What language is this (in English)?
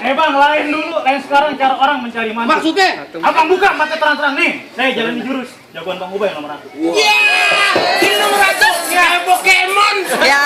Betawi